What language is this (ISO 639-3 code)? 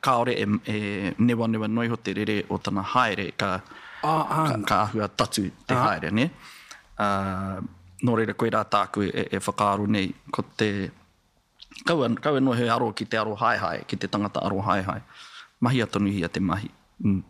mri